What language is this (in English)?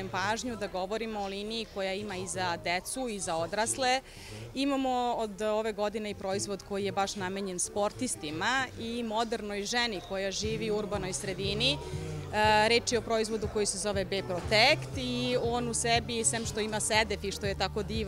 Serbian